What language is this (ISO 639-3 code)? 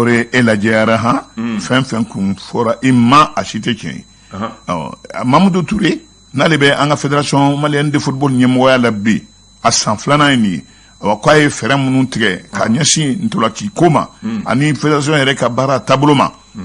bam